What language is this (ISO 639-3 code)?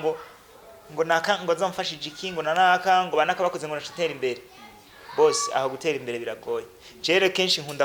run